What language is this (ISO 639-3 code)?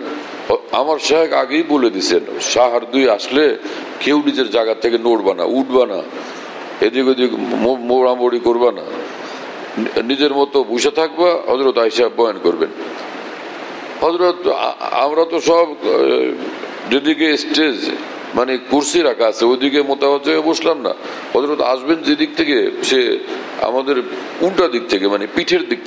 ben